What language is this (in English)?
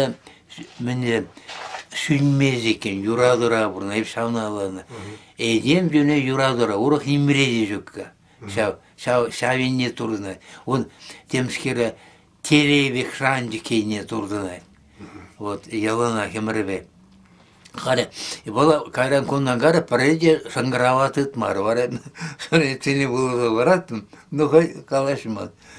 Chuvash